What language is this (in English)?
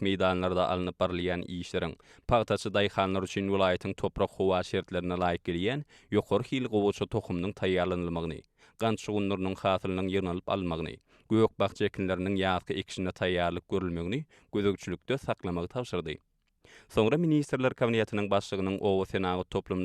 Turkmen